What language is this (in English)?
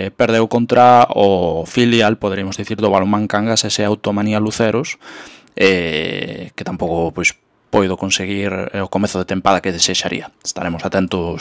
Galician